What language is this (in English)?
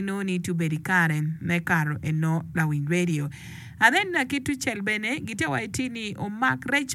Acoli